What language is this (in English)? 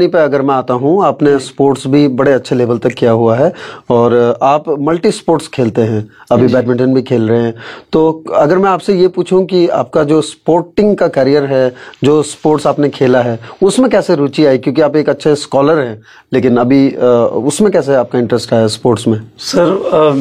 Hindi